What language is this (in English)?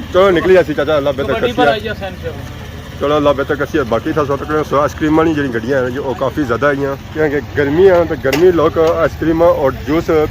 Pahari-Potwari